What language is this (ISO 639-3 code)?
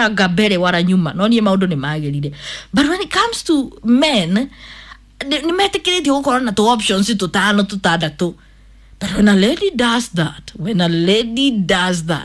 kik